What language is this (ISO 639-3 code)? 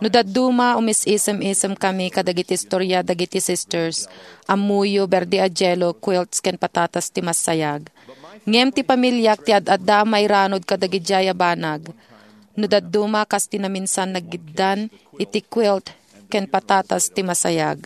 ilo